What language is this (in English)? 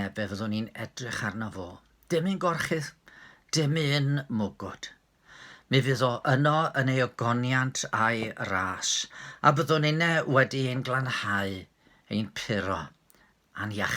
Welsh